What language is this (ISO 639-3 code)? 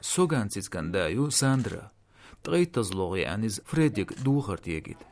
che